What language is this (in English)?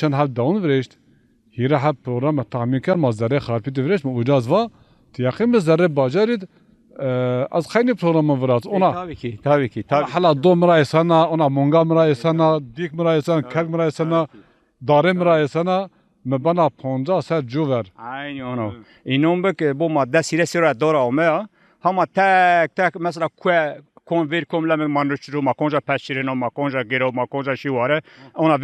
Zaza